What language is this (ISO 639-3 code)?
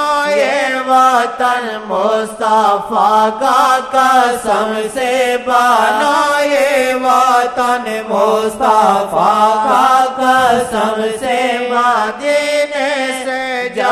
urd